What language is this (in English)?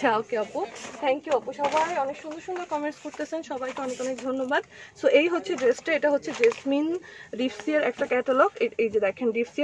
Bangla